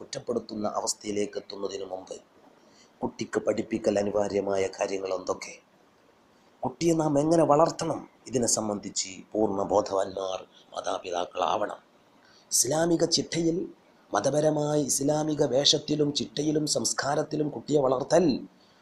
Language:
Malayalam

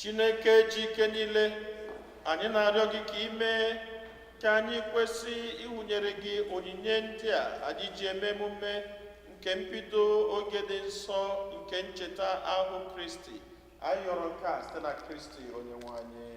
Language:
Igbo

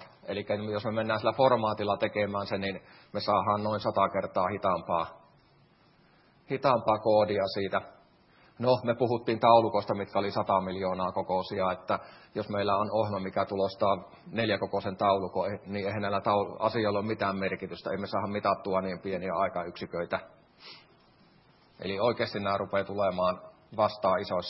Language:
Finnish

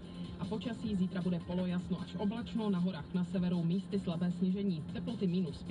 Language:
Czech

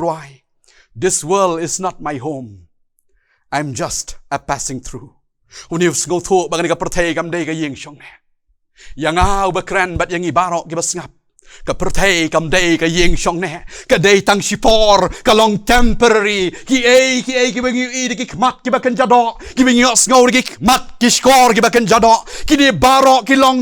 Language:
Khasi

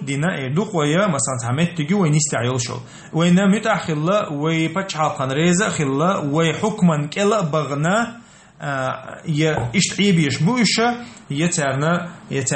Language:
Chechen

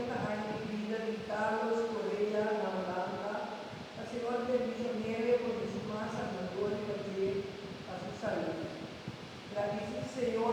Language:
Papiamento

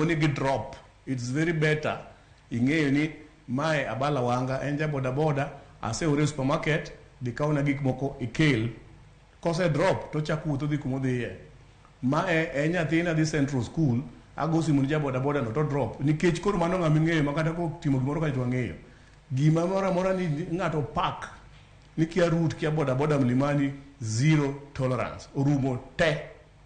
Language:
Luo (Kenya and Tanzania)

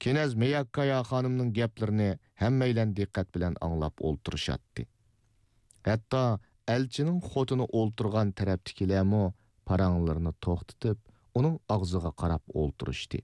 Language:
Uyghur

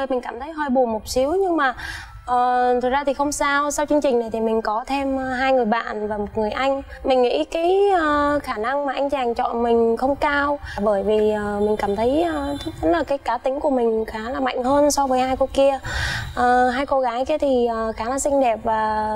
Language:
Vietnamese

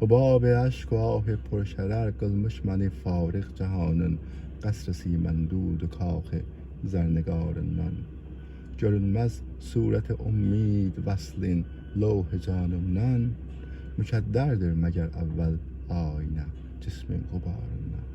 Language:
South Azerbaijani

